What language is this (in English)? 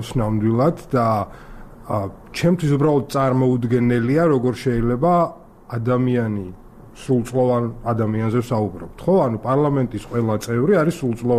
Georgian